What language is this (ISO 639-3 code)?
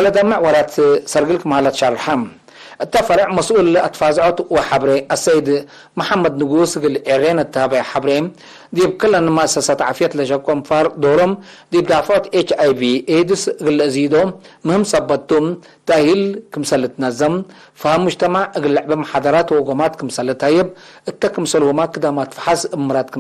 tig